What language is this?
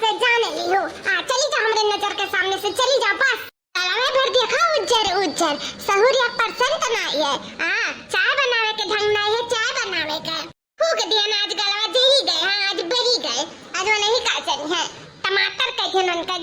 Awadhi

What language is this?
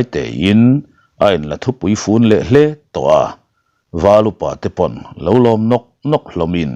Mizo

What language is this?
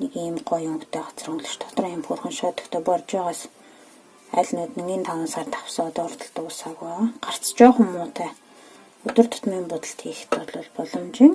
Mongolian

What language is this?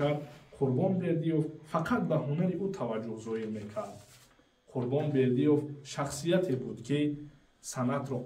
Tajik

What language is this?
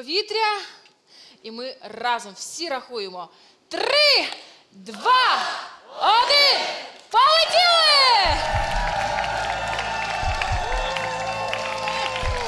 Ukrainian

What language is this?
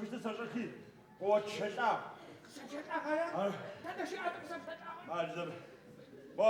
Adyghe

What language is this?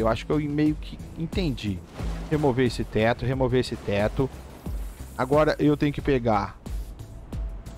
Portuguese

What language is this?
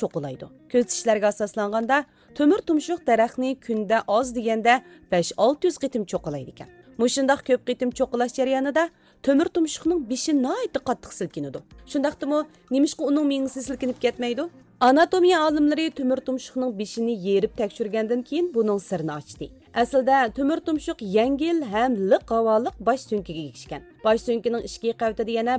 Uyghur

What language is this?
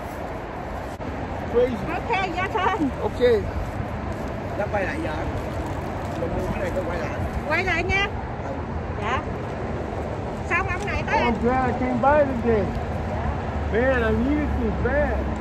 Vietnamese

